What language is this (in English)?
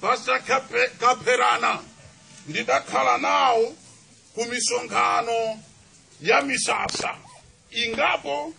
Nyanja